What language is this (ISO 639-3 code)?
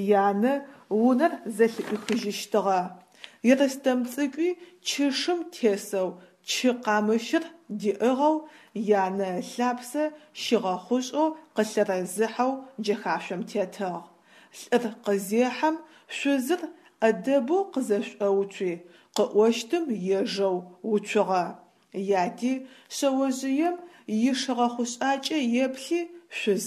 ady